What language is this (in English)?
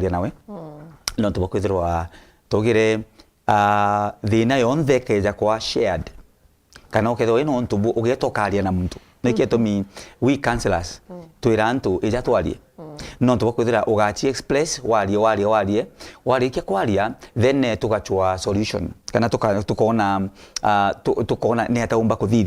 Meru